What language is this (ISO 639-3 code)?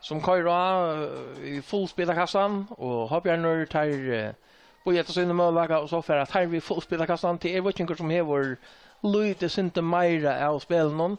fao